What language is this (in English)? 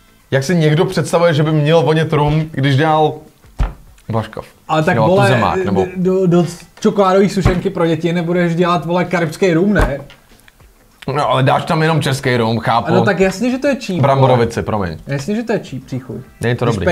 Czech